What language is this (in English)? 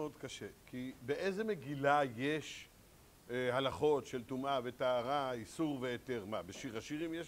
Hebrew